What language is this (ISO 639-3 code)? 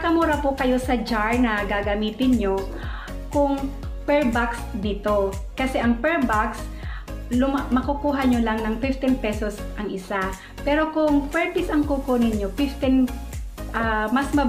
fil